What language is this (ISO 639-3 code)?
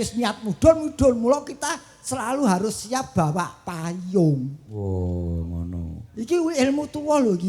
jav